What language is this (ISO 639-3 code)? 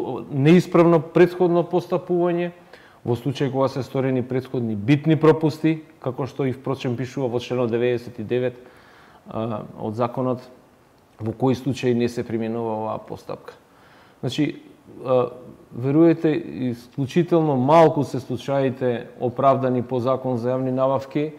mkd